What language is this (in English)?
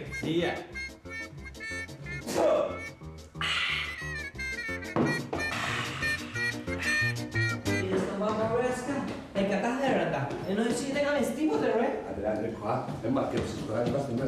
Greek